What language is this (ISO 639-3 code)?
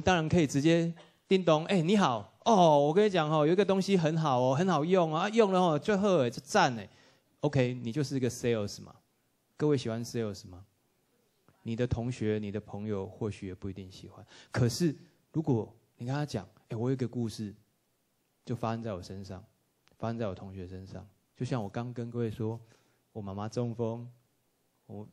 zho